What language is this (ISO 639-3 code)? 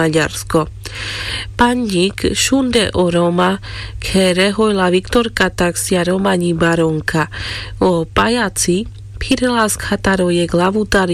rmc